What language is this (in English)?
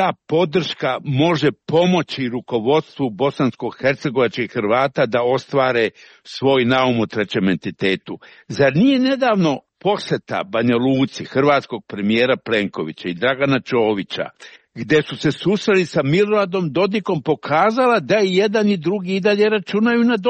Croatian